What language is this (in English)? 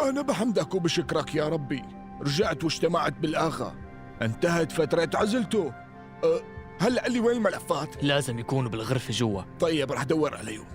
North Levantine Arabic